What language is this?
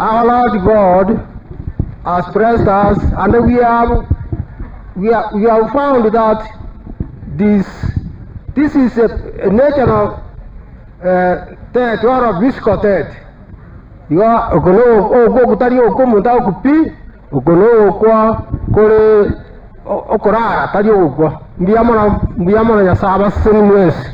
Gusii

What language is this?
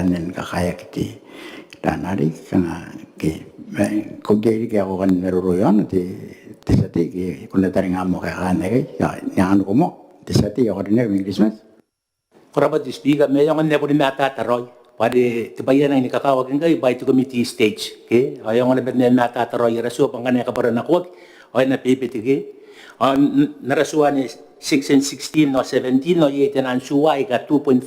Gilbertese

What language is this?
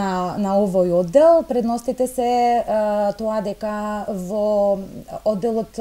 Macedonian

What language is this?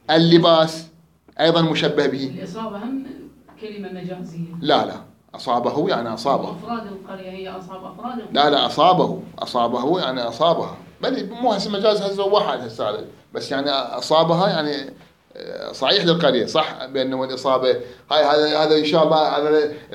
Mesopotamian Arabic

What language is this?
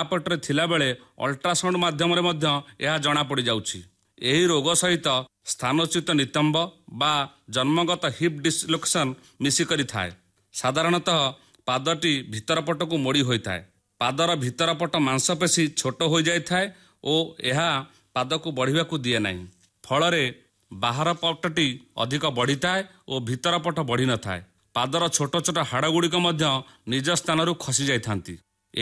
Odia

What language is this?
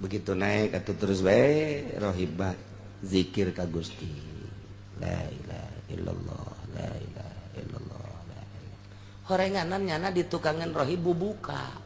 Sundanese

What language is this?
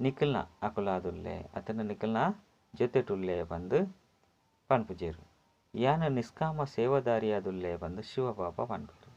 Tulu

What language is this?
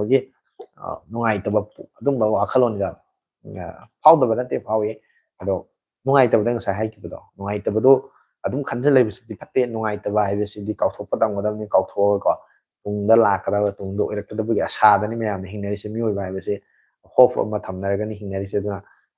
Manipuri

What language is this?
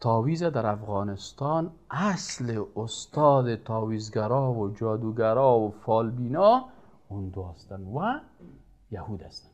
Persian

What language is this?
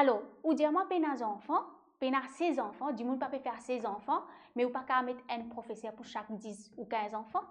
Morisyen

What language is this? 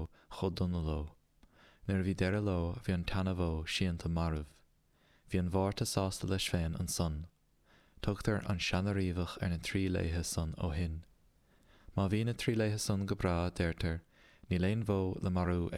Irish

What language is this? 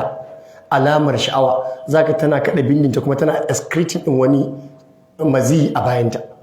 Hausa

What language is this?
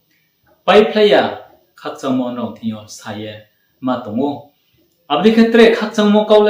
Riang (India)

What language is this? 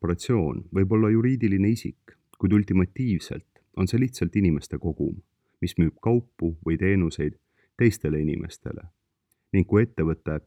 Estonian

